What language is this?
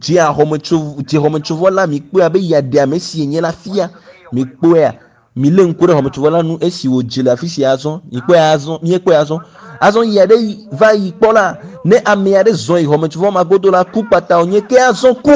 Ewe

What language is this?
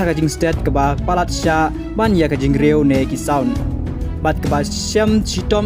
Khasi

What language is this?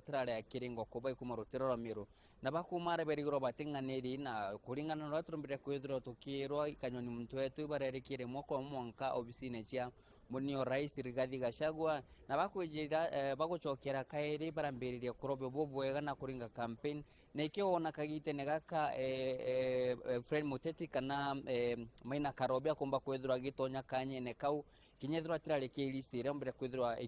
Meru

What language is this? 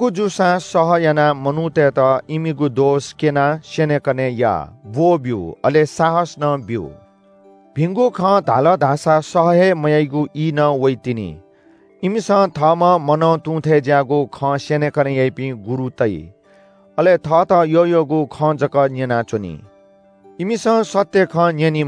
Newari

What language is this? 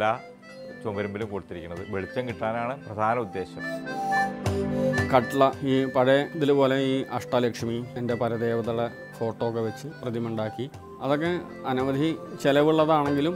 Malayalam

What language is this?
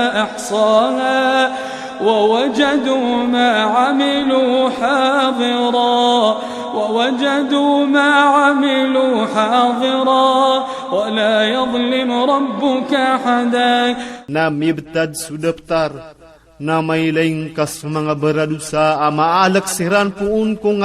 Iranun (Philippines)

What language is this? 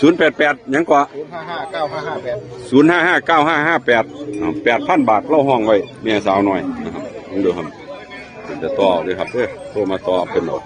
Northeastern Thai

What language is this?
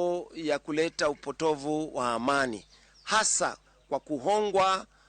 Luo (Kenya and Tanzania)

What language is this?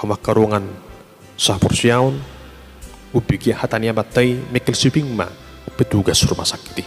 Batak Toba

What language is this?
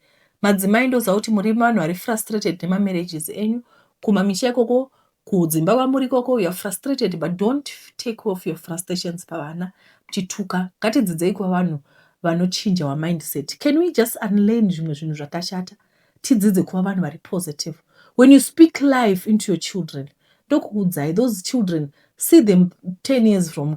Shona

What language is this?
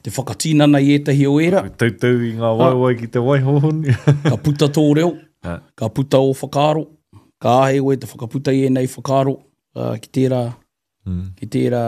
Māori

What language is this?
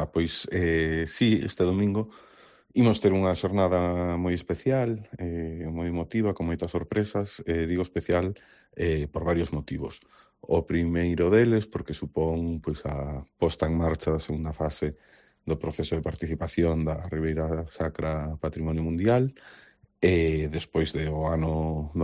Galician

